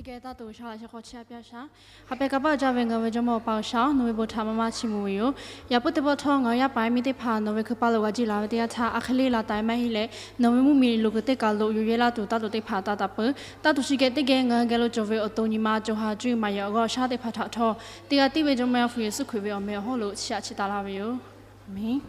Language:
Lahu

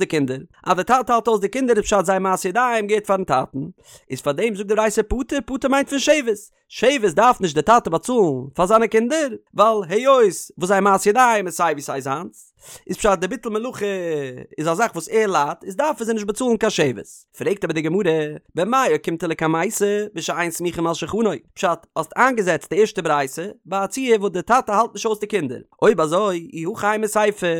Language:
Yiddish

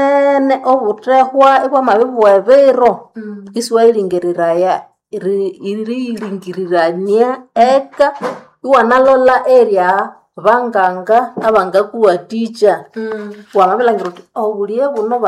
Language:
Nande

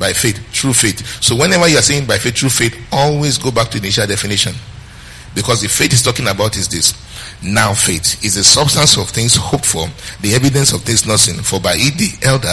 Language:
English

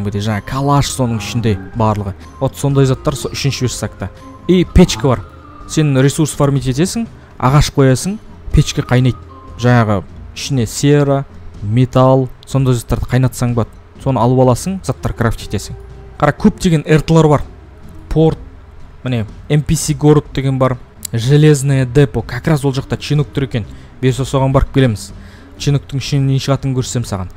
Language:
Kazakh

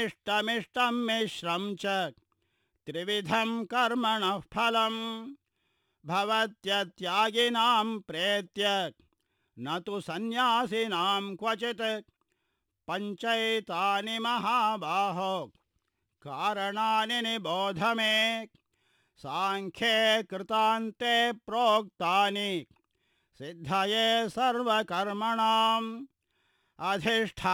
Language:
Sanskrit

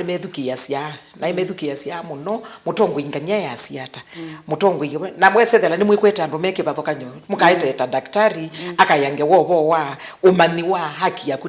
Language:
Kamba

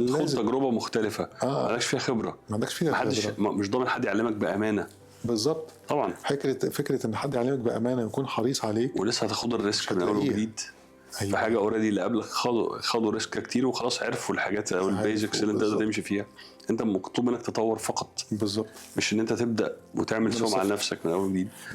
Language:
Egyptian Arabic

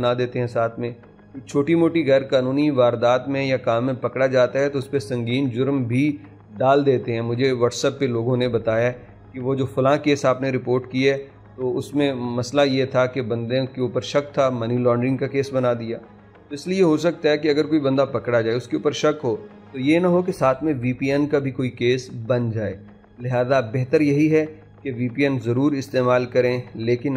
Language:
Urdu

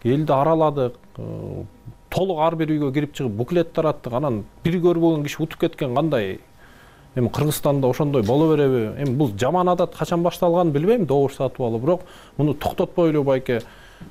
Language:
Kyrgyz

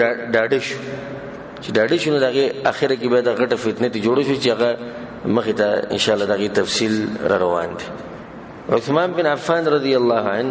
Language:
Pashto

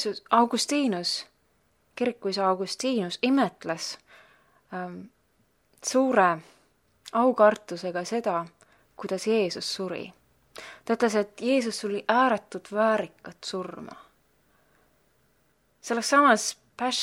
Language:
Estonian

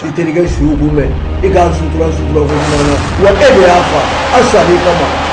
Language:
Bambara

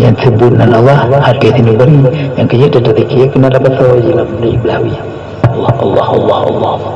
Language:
Achinese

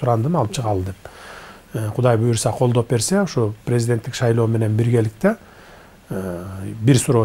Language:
Kyrgyz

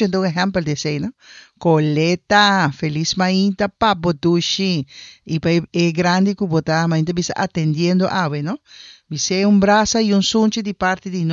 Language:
Papiamento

